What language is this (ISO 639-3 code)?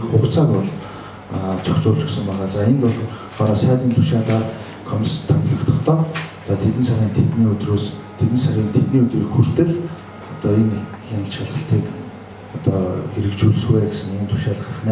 mon